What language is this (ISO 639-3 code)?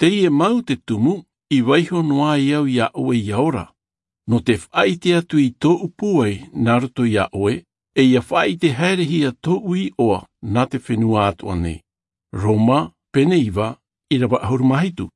tah